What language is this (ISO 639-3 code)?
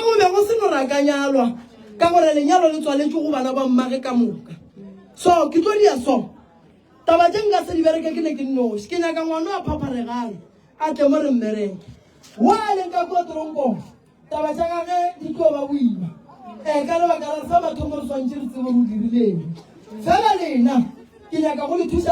nso